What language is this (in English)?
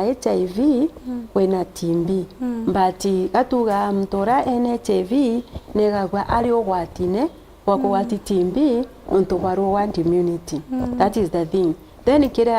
Meru